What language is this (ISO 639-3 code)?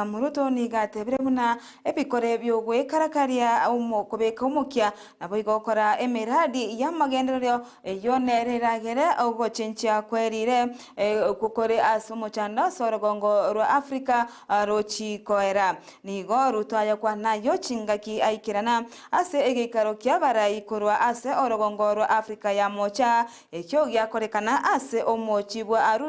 guz